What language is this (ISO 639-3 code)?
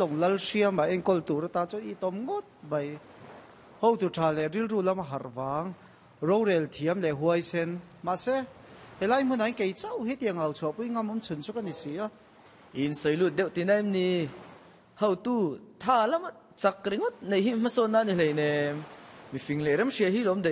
lus